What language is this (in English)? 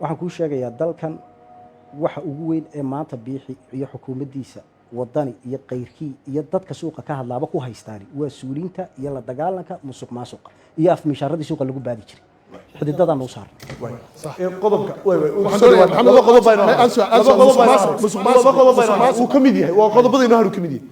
Somali